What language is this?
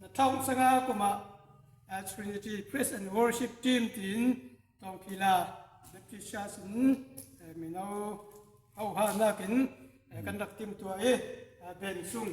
Falam Chin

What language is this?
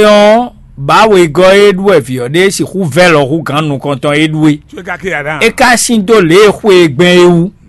Fon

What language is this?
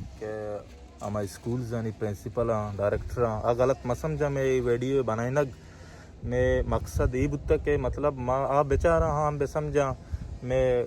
Baluchi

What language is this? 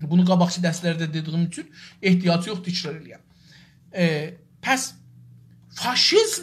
South Azerbaijani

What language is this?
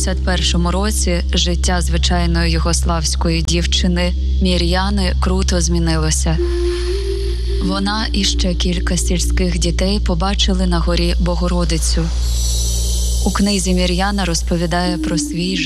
Ukrainian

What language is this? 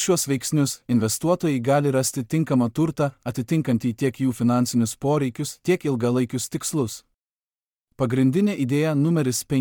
Lithuanian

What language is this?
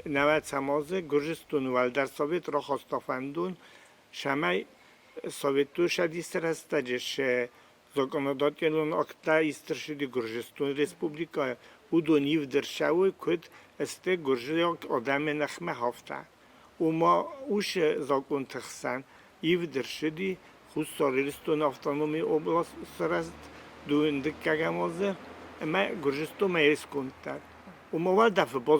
Ossetic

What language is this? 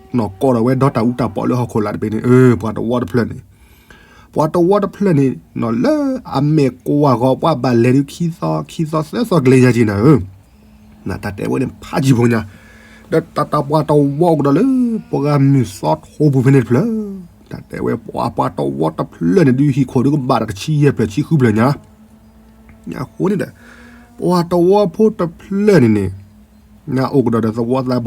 S'gaw Karen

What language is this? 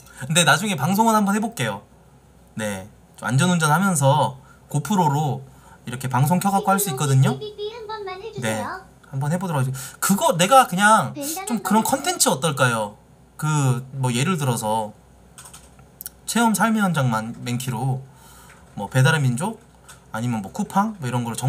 Korean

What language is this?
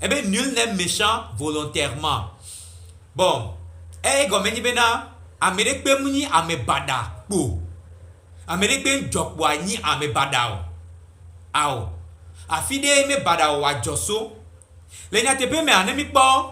Gen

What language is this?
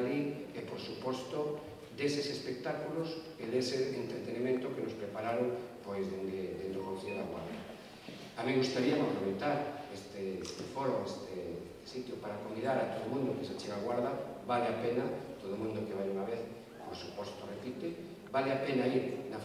Galician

